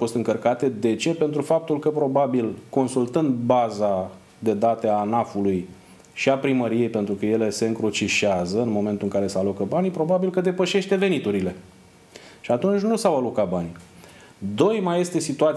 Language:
Romanian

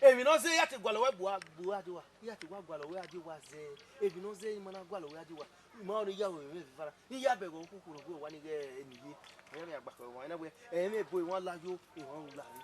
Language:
Bini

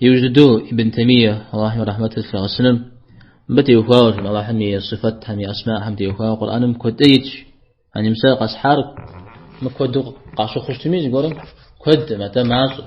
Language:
Kabardian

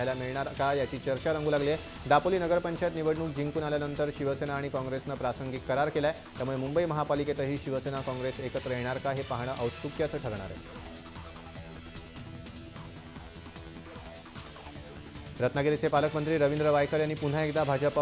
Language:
Marathi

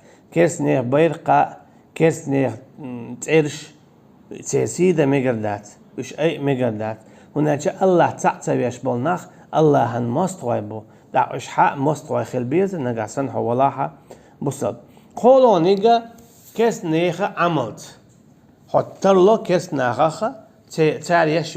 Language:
Chechen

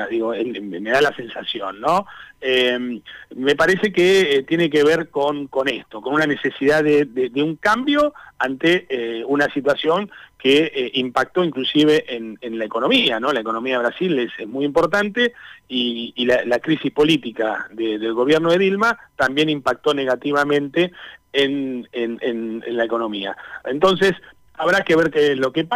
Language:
Spanish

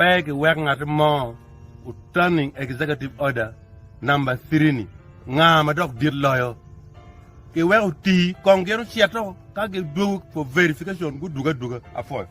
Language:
Acoli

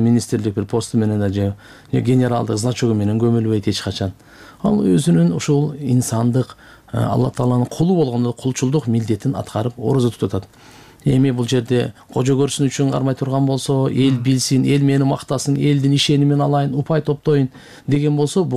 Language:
Kyrgyz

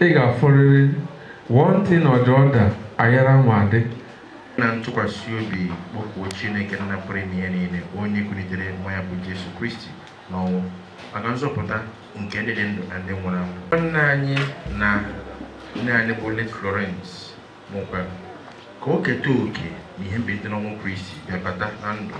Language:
Igbo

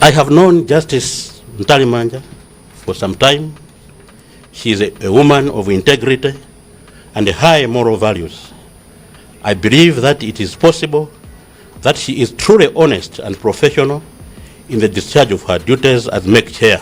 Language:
Nyanja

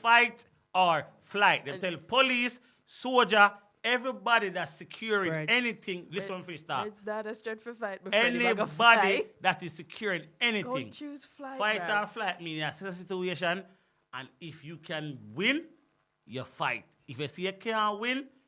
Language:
Jamaican Creole English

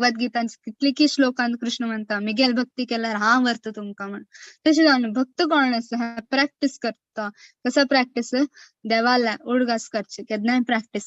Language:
Konkani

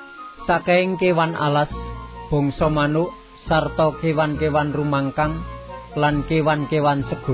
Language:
Javanese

